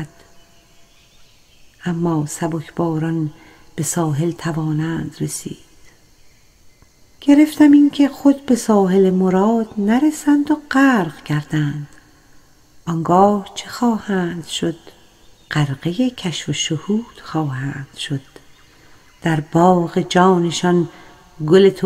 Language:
Persian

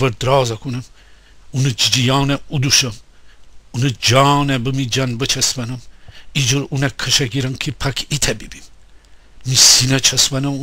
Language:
Gilaki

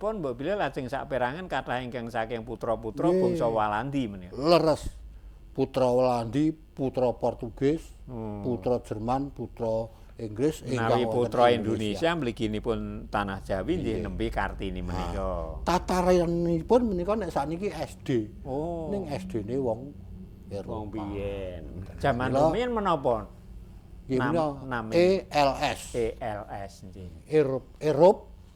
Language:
Javanese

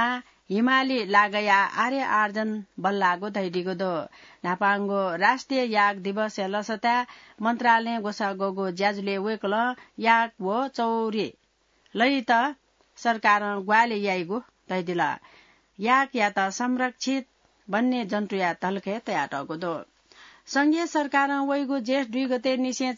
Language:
Newari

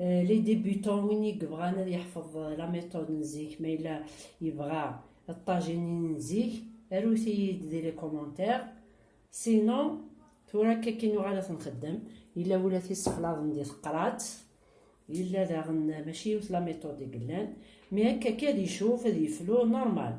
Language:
Kabyle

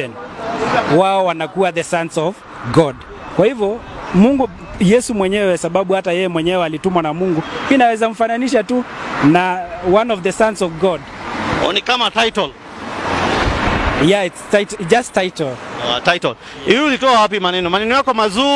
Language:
Swahili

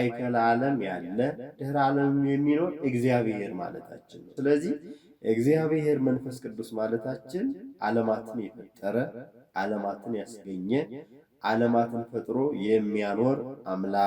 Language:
Amharic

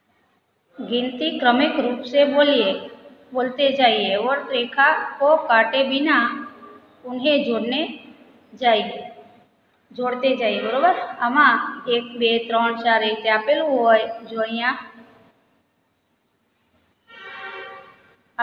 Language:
Gujarati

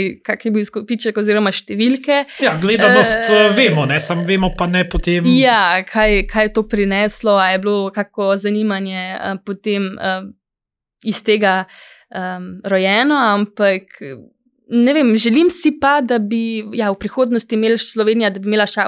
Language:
Slovenian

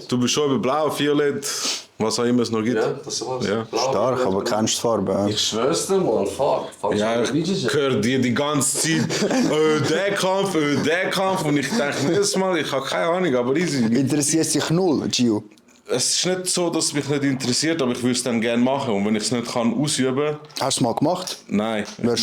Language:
Swiss German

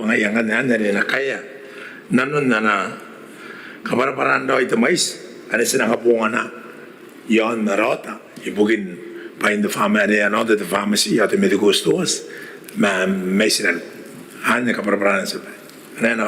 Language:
Gilbertese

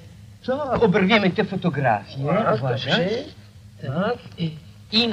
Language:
Polish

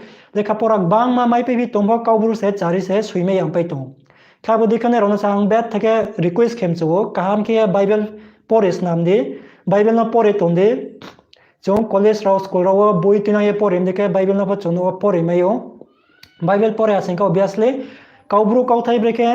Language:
Riang (India)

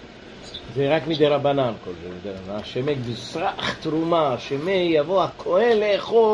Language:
Hebrew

